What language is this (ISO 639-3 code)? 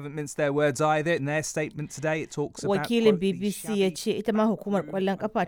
hau